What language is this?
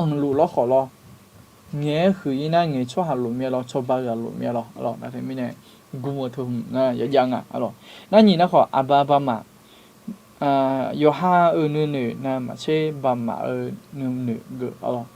Akha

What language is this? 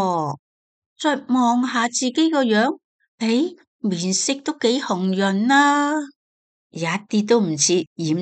Cantonese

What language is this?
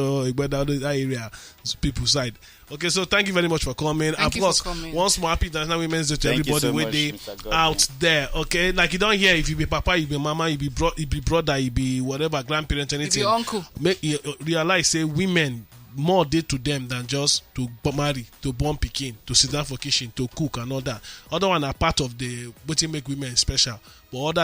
Nigerian Pidgin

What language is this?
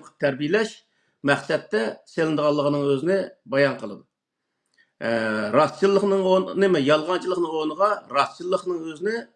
Uyghur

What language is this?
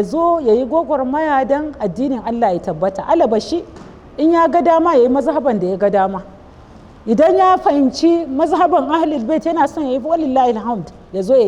Hausa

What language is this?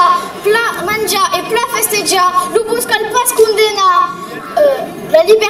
Occitan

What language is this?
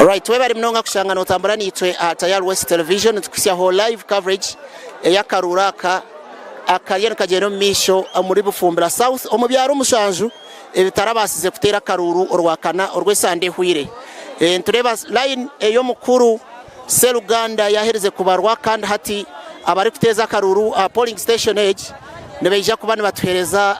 Nyankole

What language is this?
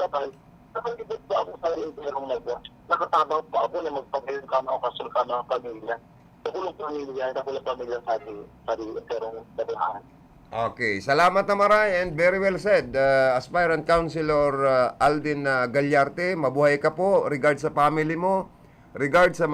Bikol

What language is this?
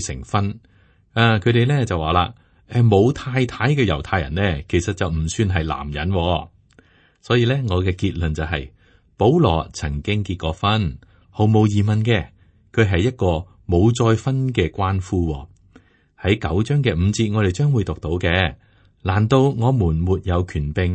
Cantonese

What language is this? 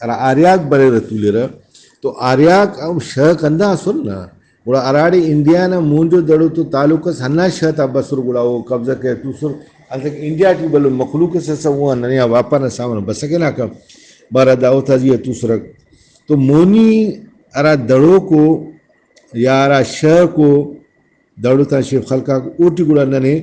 Brahui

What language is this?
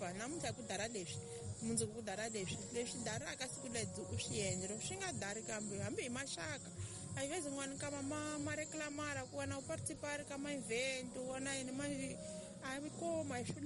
Tsonga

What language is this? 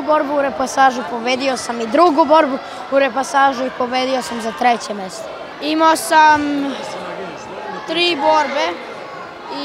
Serbian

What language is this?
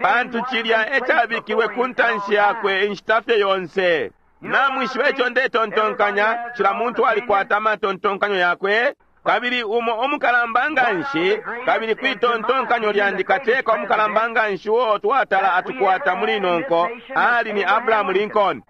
Bemba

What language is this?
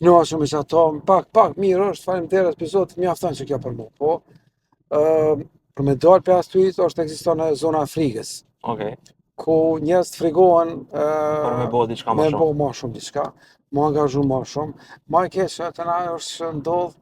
Albanian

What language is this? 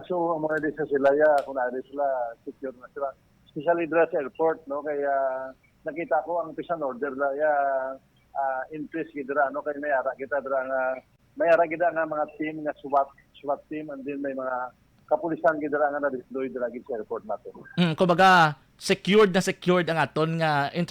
Hiligaynon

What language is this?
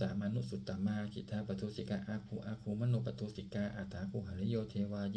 Pali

